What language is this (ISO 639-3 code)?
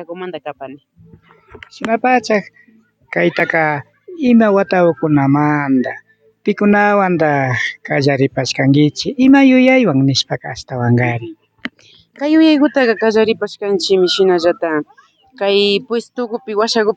qvi